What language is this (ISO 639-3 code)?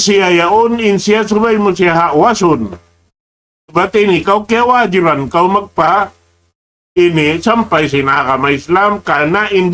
tsg